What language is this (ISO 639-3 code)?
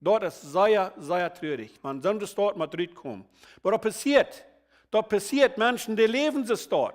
pdt